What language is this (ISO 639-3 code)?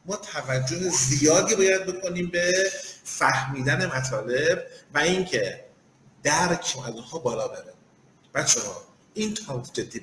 fas